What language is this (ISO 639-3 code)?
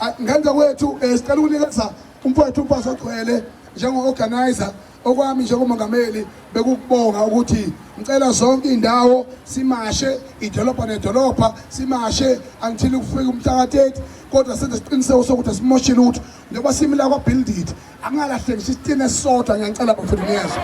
zul